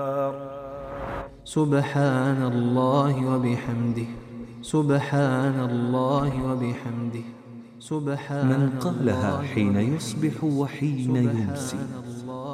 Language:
Arabic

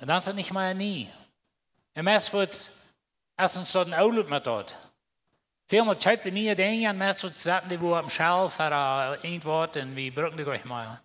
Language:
Plautdietsch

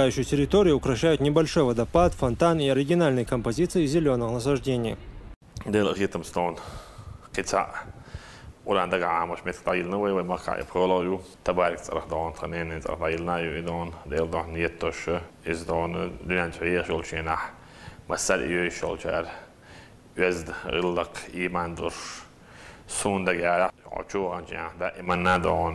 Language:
Chechen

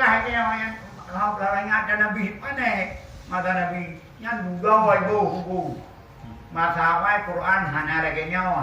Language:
Achinese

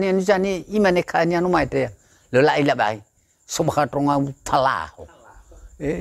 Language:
Nias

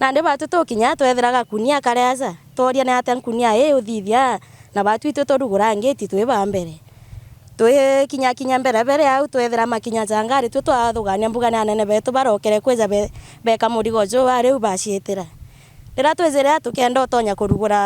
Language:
Meru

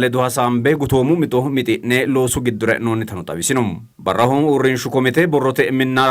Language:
Sidamo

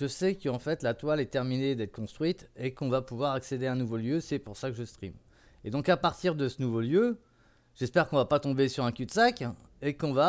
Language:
French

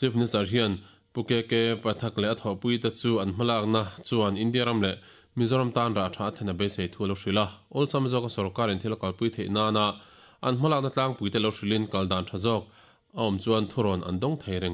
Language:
Mizo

